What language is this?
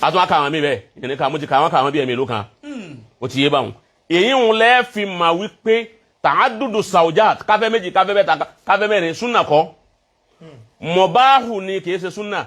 Yoruba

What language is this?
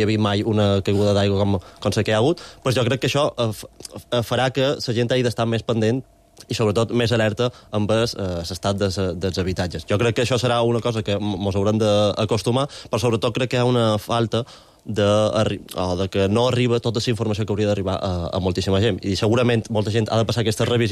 Catalan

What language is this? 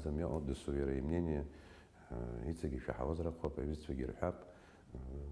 Abkhazian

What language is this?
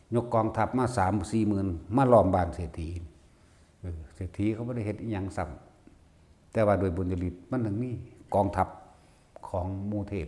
Northeastern Thai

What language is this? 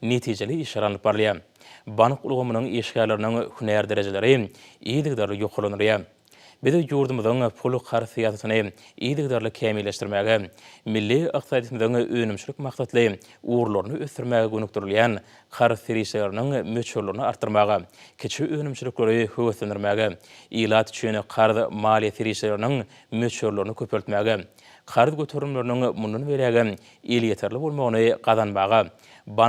Turkmen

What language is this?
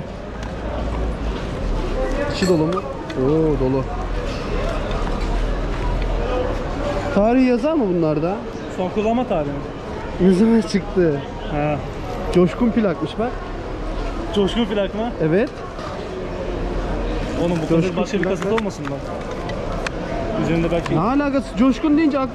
Turkish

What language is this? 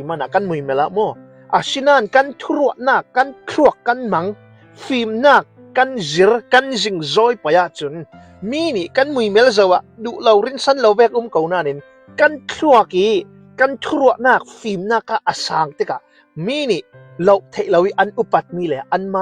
Hakha Chin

